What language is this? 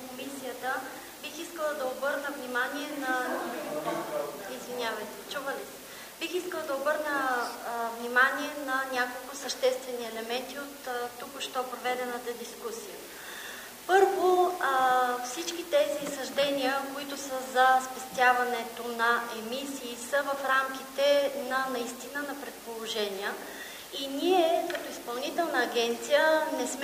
Bulgarian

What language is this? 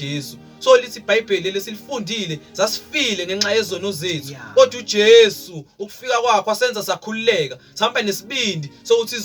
Zulu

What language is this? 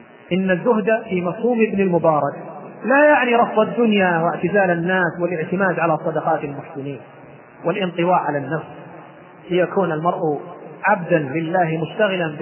Arabic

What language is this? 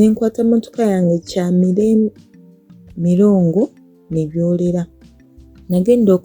Ganda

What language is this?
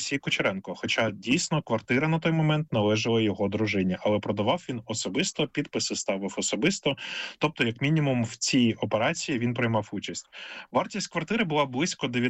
Ukrainian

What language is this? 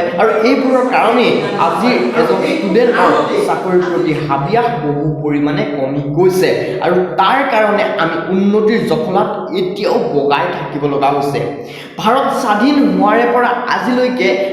Assamese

